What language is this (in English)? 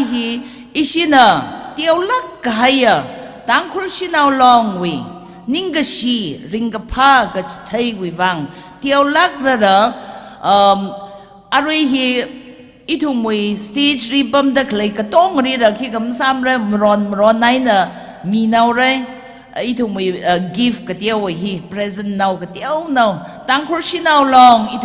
Tangkhul Naga (India)